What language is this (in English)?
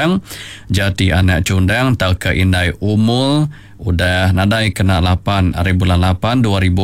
Iban